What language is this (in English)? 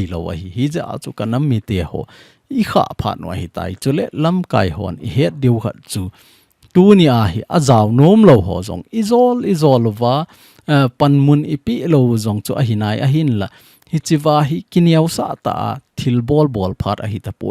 Thado Chin